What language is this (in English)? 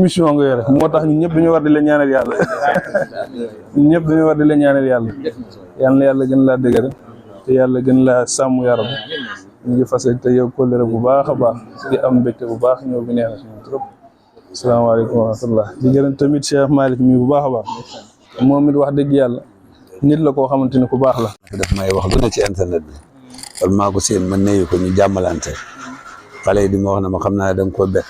Wolof